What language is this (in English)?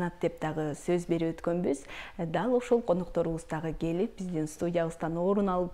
Kyrgyz